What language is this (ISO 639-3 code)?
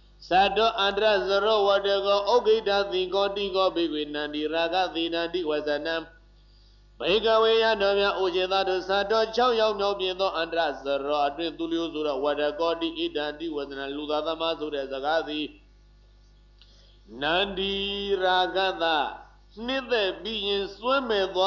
mya